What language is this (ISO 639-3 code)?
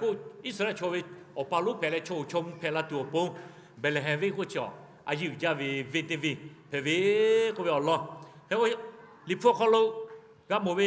lhu